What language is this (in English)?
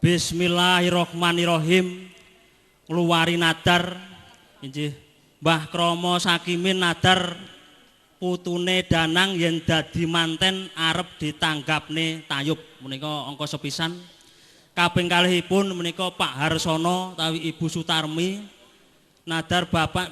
Javanese